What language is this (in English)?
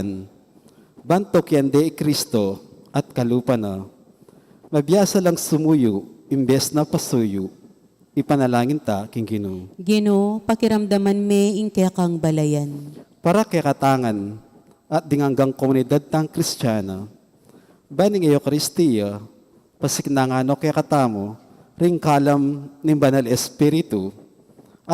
Pampanga